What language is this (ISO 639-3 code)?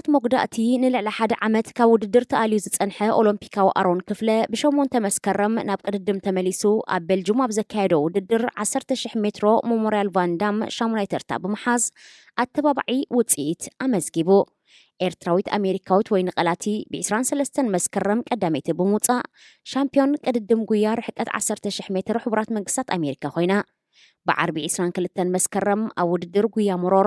tir